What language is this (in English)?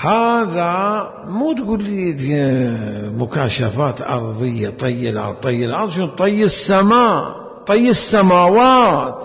Mesopotamian Arabic